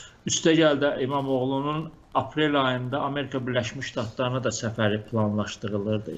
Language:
Azerbaijani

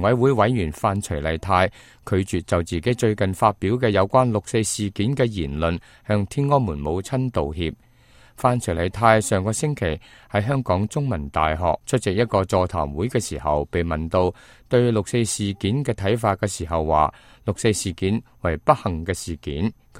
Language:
Cantonese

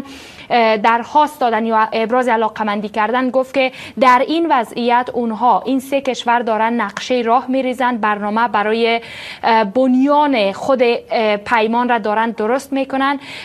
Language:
Persian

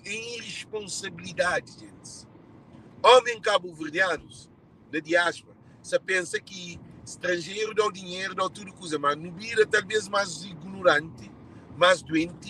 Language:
Kabuverdianu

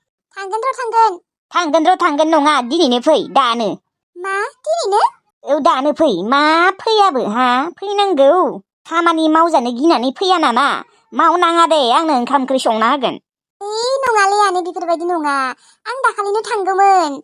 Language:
Bodo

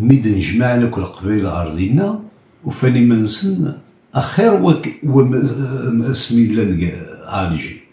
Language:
Kabyle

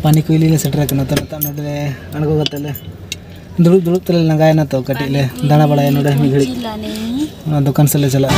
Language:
Santali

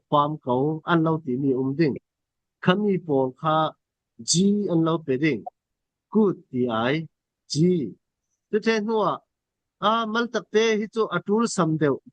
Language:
Falam Chin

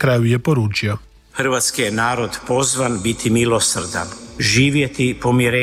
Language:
Croatian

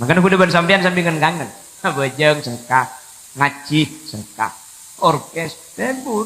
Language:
Madurese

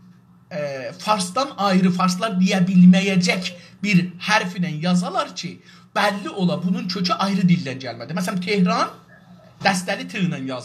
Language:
South Azerbaijani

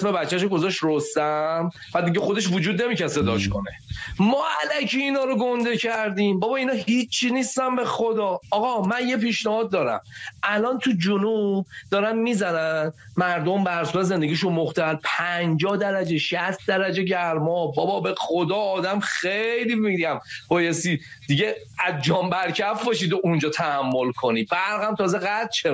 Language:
Persian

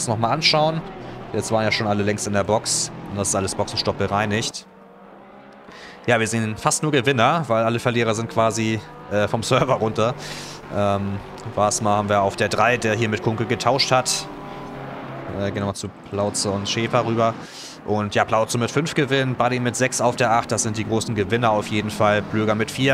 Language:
German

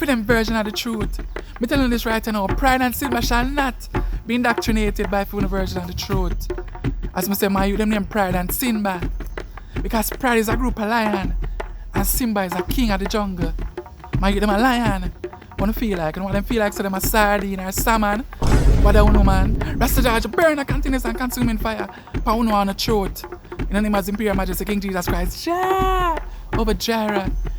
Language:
Jamaican Creole English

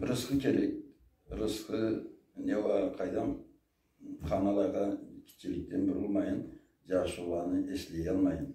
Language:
Karachay-Balkar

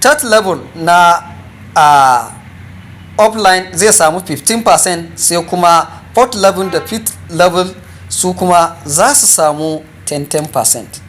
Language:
Hausa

